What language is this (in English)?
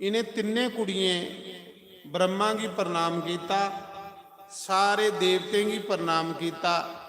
Dogri